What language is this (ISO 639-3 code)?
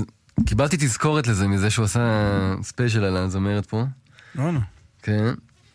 heb